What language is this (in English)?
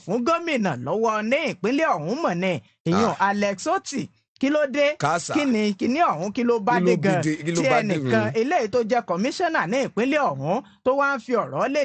Yoruba